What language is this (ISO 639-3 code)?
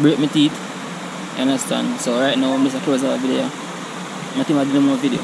jam